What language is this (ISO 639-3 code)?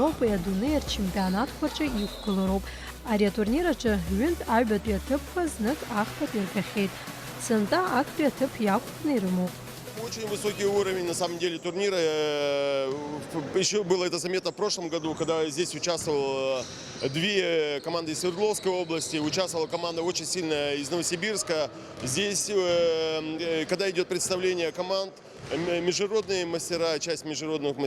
abk